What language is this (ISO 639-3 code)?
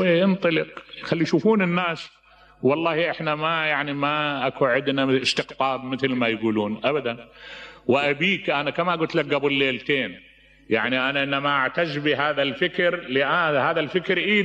acm